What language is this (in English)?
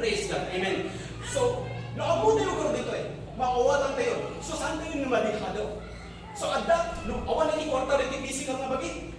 Iloko